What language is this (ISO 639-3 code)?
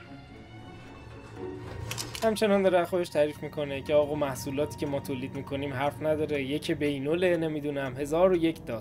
fas